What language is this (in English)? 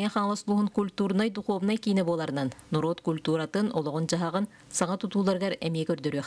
Yakut